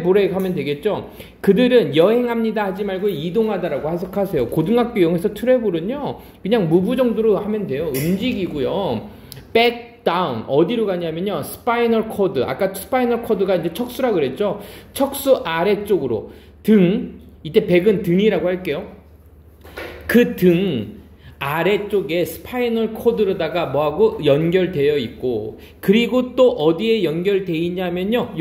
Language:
Korean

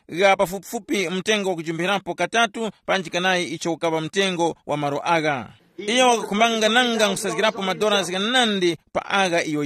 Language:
Tumbuka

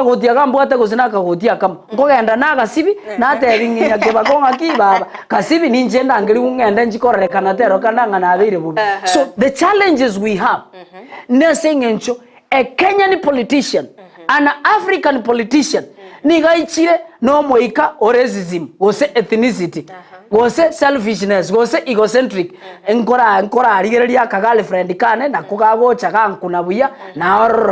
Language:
Gusii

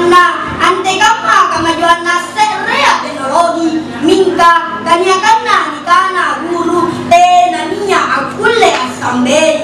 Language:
Makasar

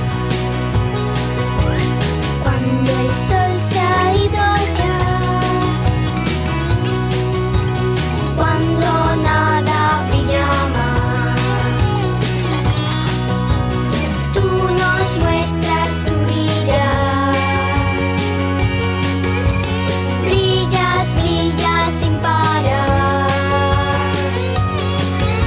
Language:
Spanish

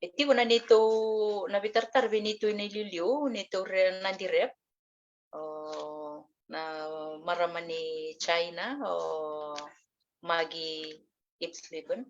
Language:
Fijian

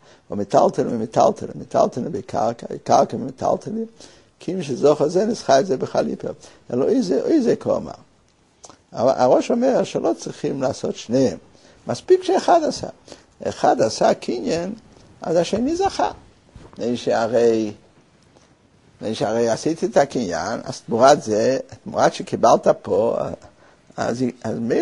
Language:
Hebrew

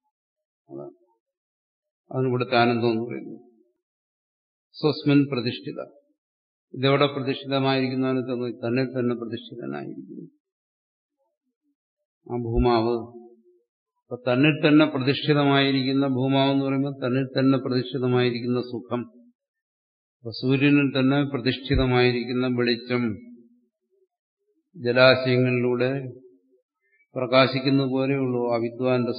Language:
Malayalam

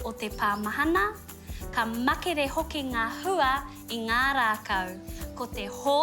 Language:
Māori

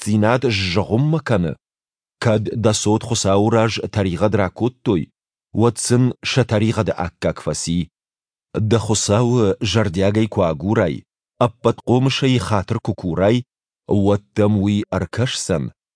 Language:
Ossetic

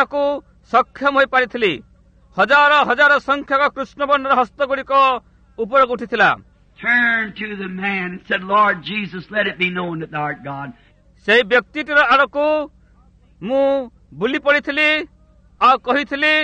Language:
Odia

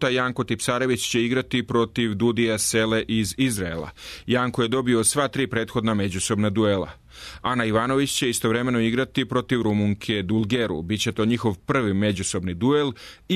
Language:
Serbian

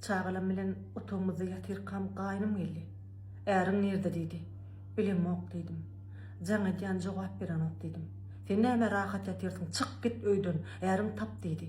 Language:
Turkmen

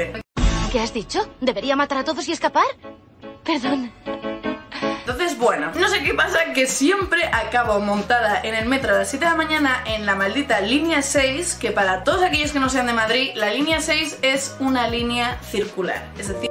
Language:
Spanish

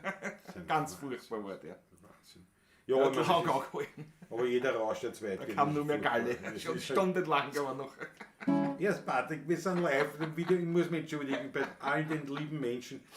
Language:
Bavarian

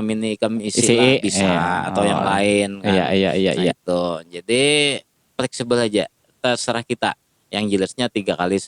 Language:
Banjar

